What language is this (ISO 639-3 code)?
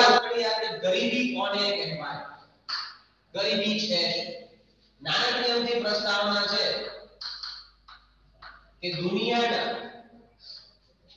guj